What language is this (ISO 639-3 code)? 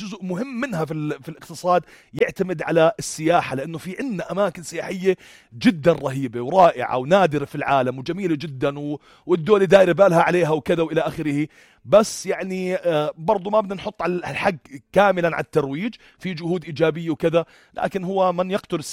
apc